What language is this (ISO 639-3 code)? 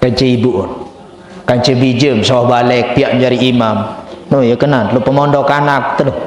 sas